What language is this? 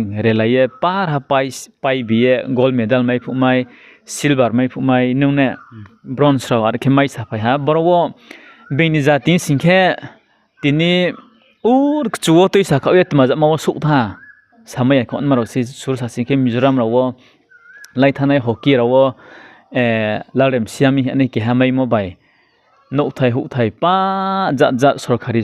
Riang (India)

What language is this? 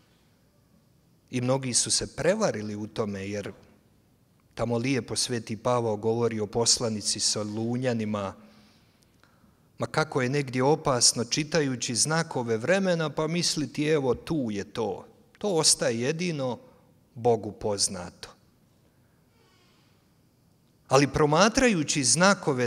Croatian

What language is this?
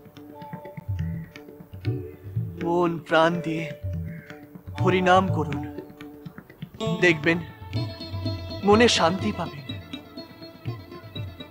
Bangla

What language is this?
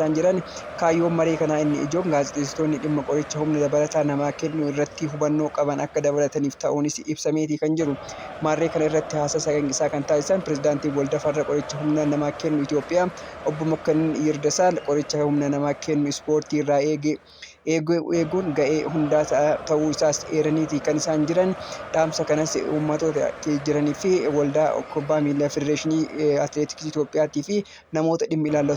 Oromo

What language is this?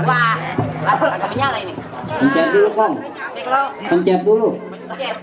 Betawi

